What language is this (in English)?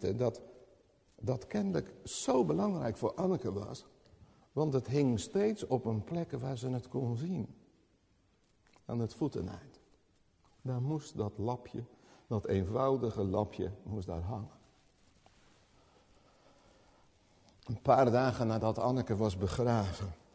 Dutch